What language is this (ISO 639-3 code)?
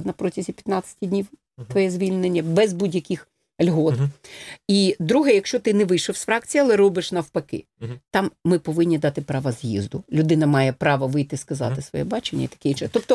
ukr